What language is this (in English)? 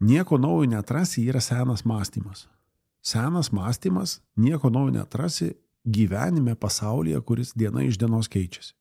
Lithuanian